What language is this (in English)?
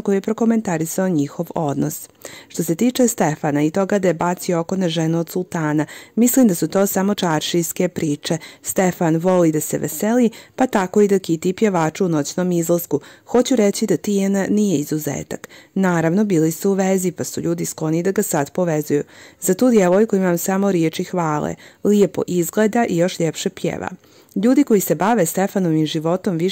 Croatian